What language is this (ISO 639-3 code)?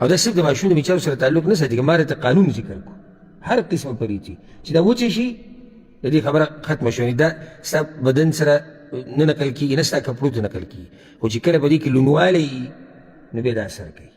pus